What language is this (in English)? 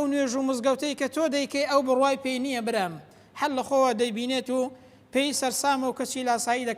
Central Kurdish